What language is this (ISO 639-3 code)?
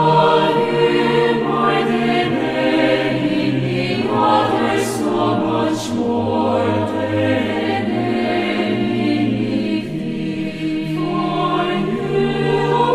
aym